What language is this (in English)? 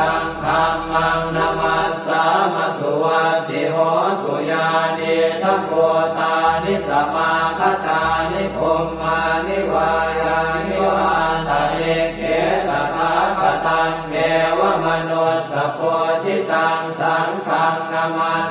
Pali